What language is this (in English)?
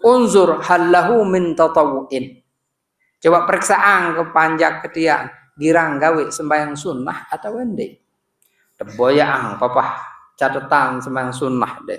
Sasak